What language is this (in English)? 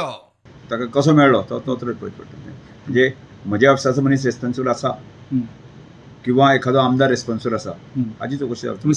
Konkani